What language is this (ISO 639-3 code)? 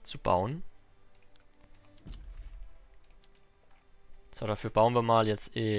deu